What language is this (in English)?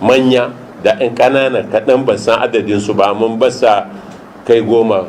Hausa